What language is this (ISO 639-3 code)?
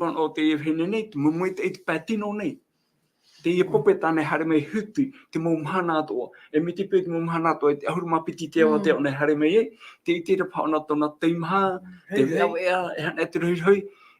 tah